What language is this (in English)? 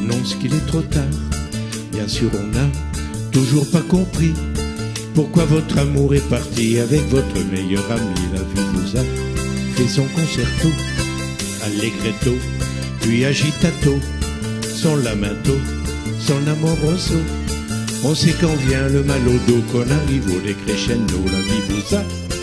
French